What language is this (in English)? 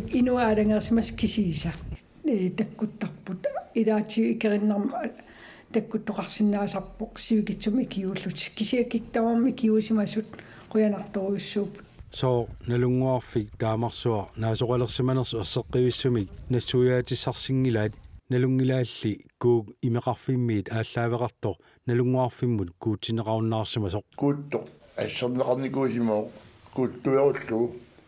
Kalaallisut